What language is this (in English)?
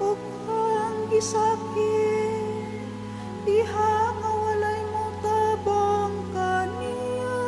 Cebuano